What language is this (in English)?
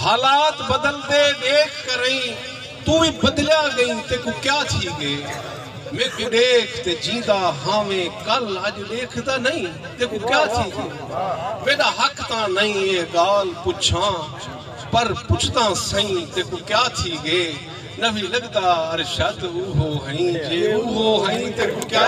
Saraiki